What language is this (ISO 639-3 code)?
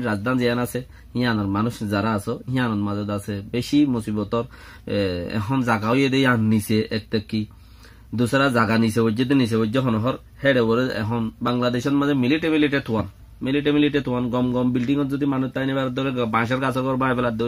rhg